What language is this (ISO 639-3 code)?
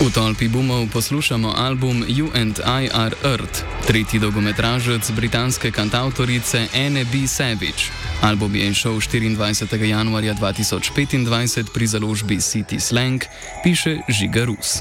slv